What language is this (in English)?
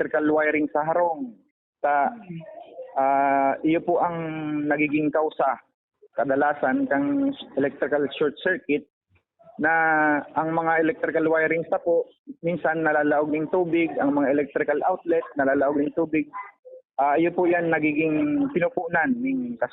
Bikol